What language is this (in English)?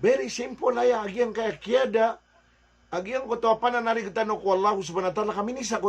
Maranao